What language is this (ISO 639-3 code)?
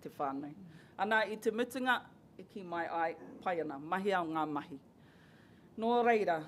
mri